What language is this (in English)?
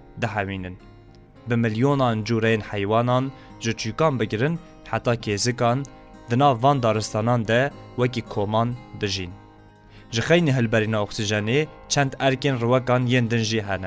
Kurdish